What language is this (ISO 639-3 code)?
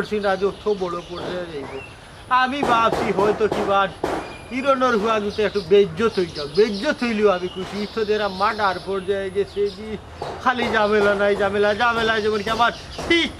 syl